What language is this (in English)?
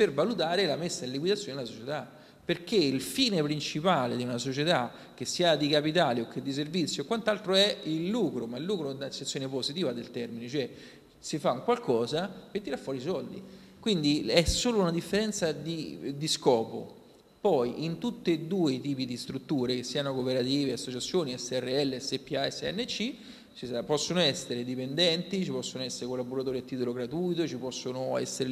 Italian